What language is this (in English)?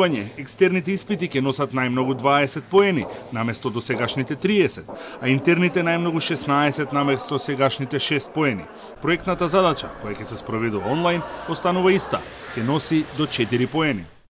Macedonian